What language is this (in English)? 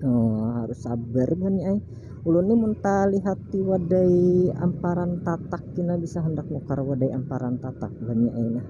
Banjar